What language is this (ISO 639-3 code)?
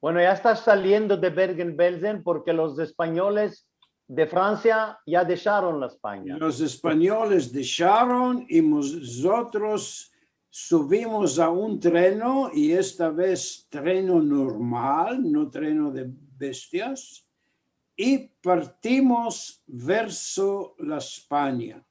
lad